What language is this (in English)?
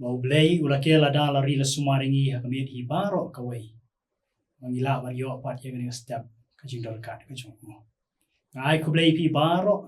Khasi